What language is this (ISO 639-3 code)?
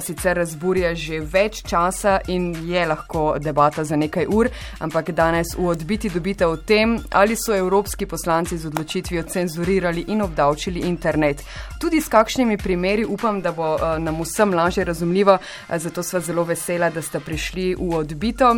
slv